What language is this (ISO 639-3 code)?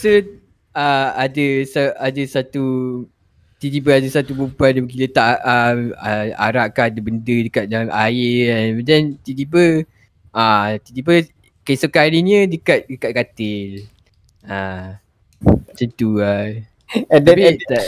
msa